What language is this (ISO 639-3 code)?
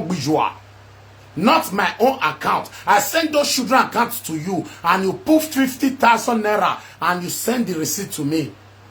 pcm